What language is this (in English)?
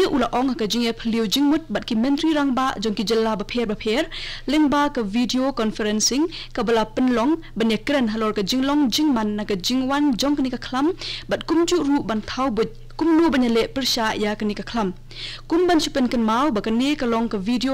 Khasi